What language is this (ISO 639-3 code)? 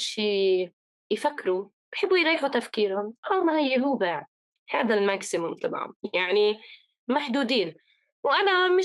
apc